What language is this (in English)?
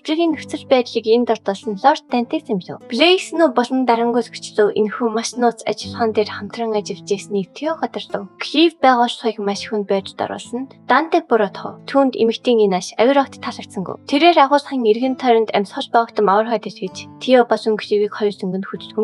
Mongolian